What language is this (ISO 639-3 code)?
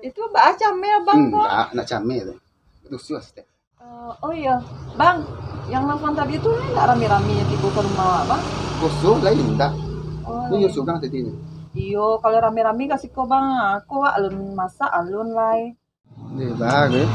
min